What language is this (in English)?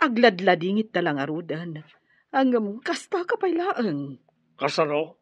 Iloko